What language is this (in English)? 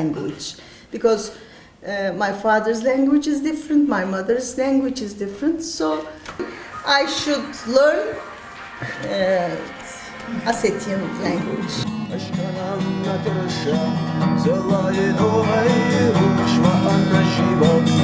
Ossetic